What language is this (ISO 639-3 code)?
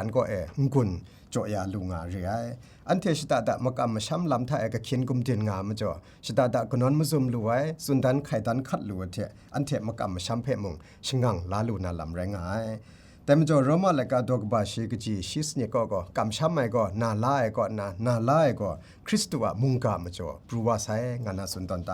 kac